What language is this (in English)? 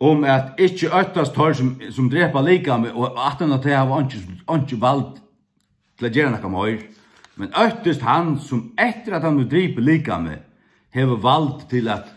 Faroese